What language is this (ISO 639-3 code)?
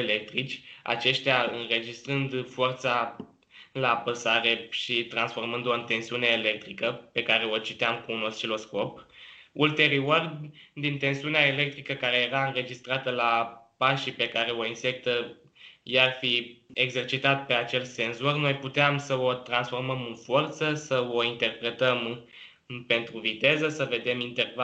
ron